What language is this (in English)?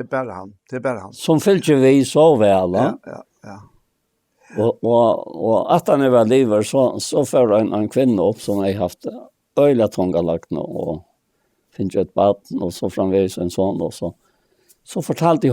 Faroese